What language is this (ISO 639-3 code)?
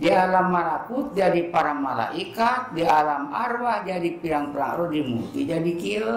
sun